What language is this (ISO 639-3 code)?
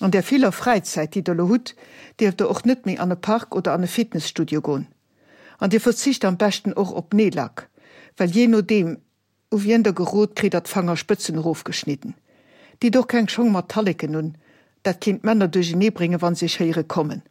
ltz